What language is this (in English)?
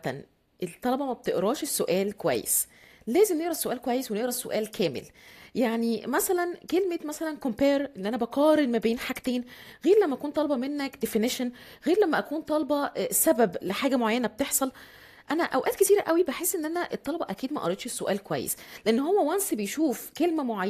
Egyptian Arabic